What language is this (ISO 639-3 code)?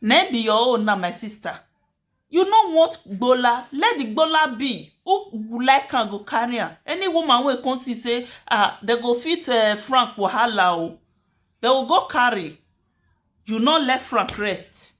pcm